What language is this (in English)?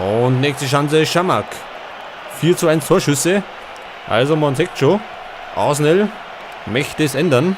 Bavarian